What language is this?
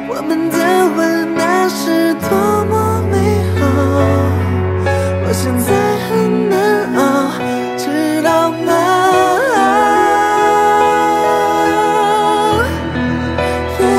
Chinese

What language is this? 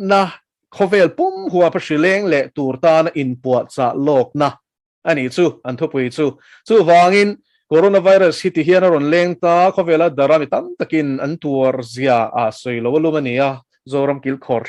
Mizo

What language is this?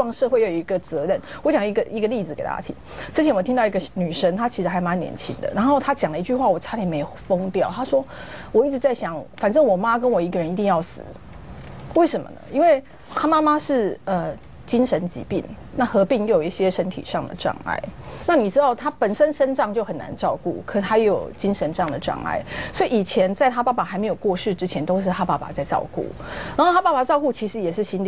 Chinese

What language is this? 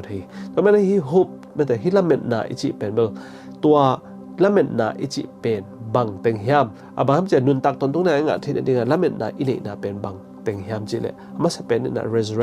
Tedim Chin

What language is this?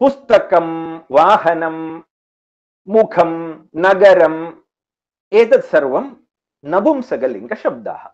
Sanskrit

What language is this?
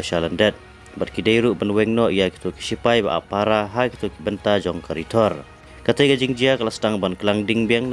Khasi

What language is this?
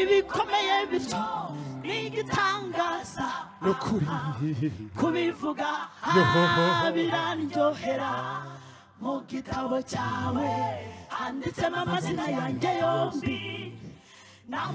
Kinyarwanda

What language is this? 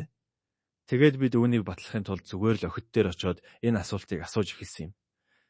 Mongolian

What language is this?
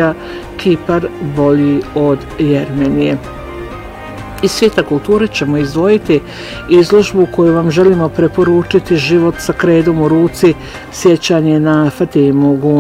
Bosnian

